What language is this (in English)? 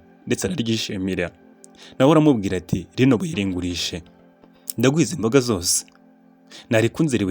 Kinyarwanda